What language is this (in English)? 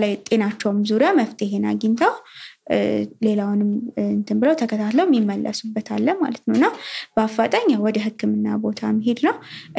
Amharic